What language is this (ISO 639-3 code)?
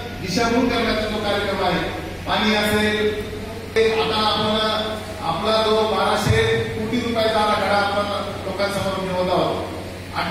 mar